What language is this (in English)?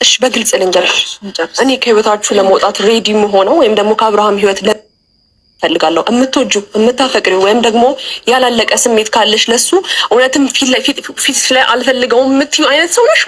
Amharic